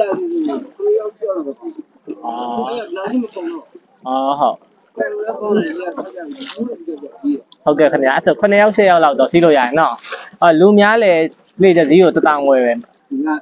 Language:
Burmese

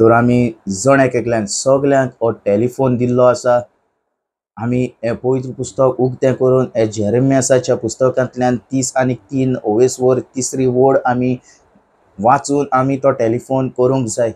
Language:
Konkani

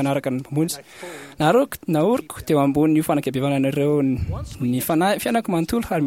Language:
Malagasy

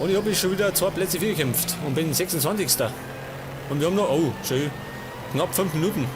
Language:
Bavarian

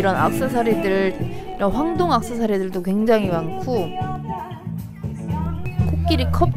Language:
Korean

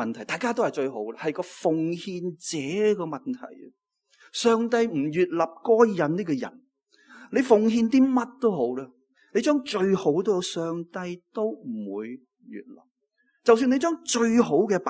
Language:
Cantonese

